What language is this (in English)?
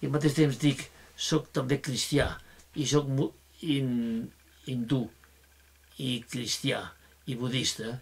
Catalan